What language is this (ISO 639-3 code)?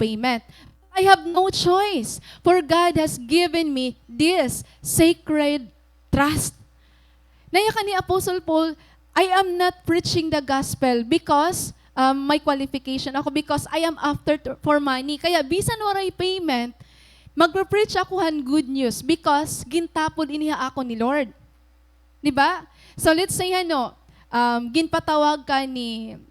war